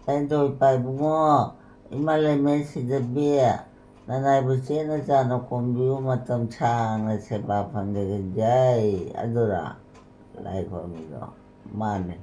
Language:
Manipuri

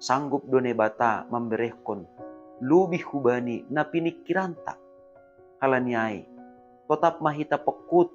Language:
Batak Simalungun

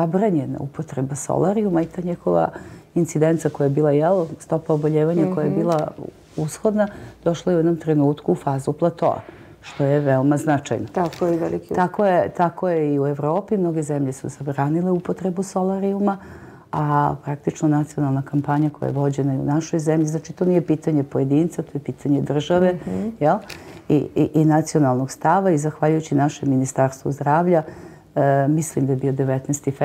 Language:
Serbian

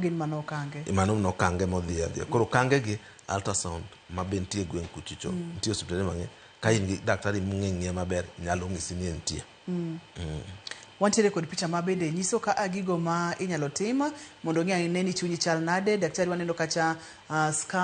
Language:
Luo (Kenya and Tanzania)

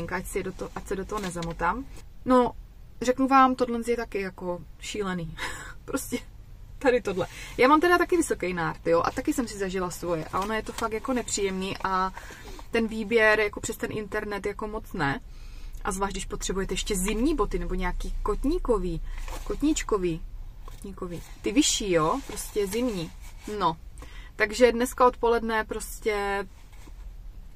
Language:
Czech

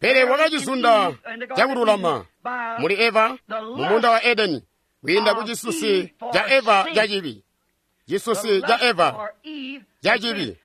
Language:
Tonga (Zambia)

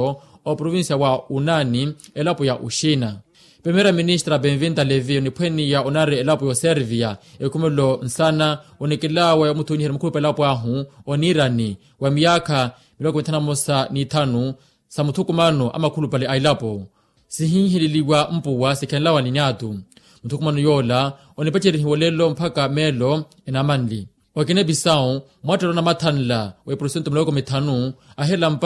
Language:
Makhuwa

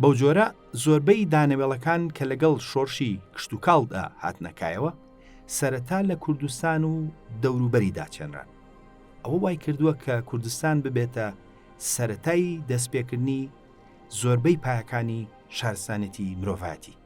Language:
Central Kurdish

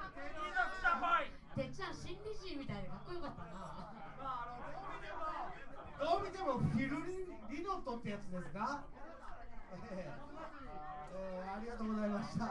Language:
Japanese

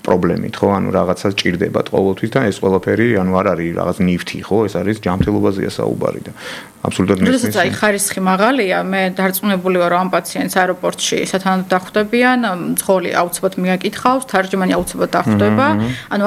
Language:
Georgian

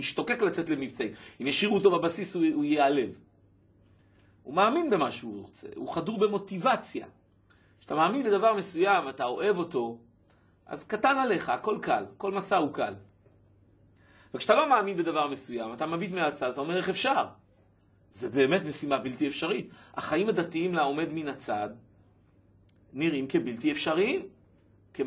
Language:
Hebrew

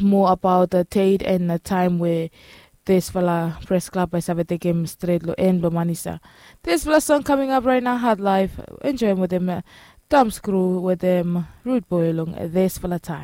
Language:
Bislama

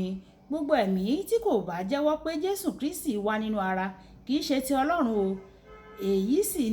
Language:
Yoruba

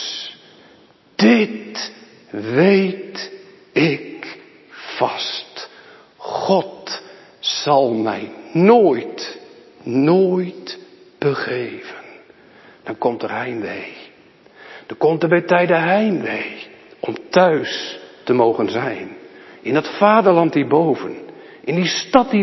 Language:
Dutch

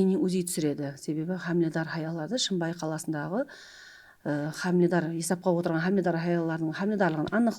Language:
Kara-Kalpak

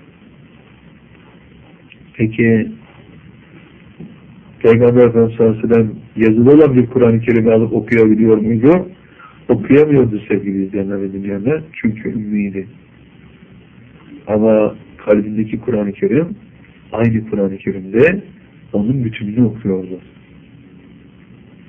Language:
Turkish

